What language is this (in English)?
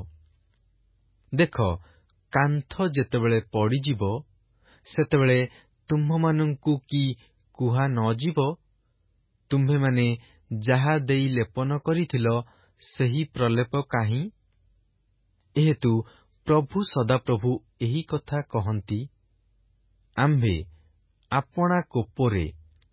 Odia